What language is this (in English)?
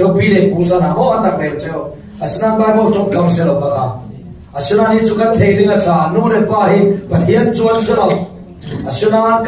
Falam Chin